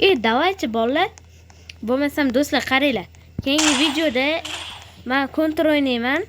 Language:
Uzbek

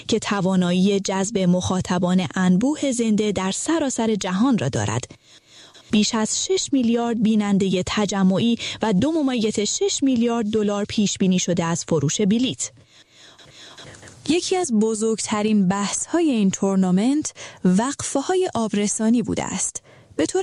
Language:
Persian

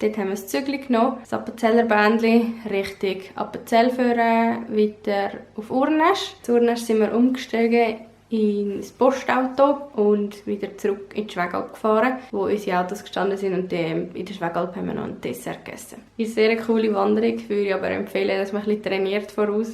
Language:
Swiss German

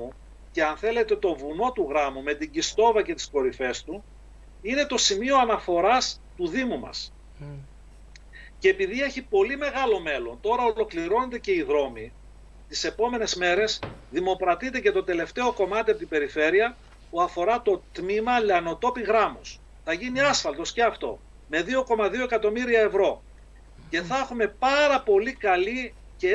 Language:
Greek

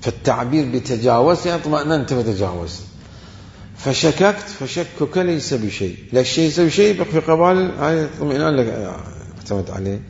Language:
Mesopotamian Arabic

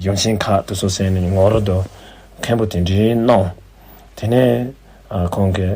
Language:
Tibetan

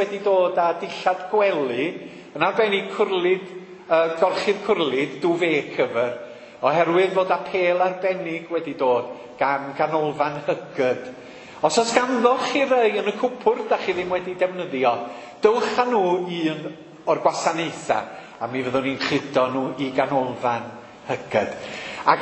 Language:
Welsh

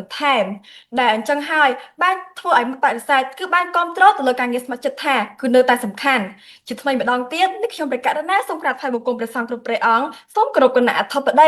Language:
Khmer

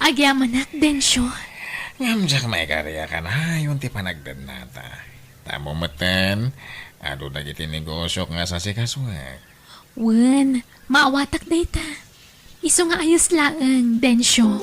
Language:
Iloko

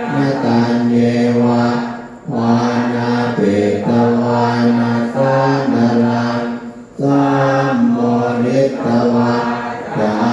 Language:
Pali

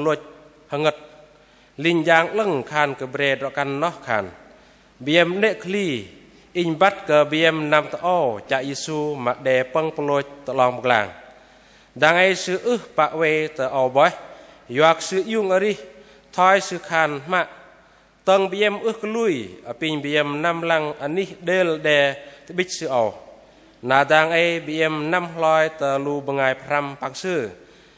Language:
Bahnar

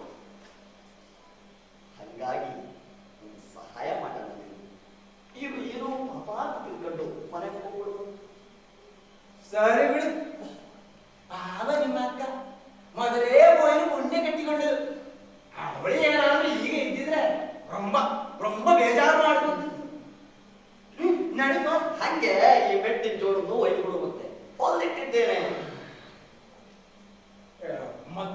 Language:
Kannada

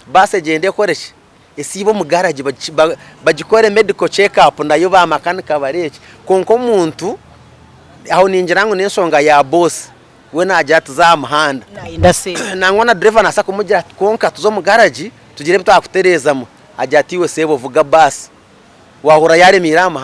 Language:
Nyankole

